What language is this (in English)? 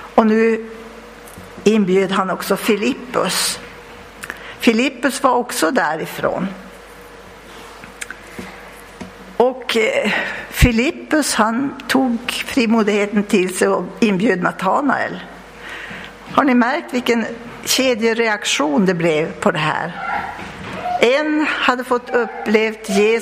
Swedish